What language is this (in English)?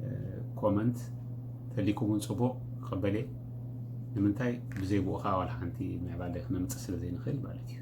Tigrinya